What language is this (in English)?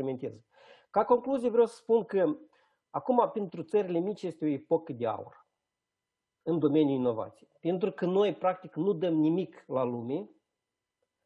Romanian